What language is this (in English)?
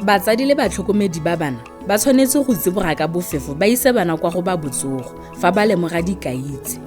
Tswana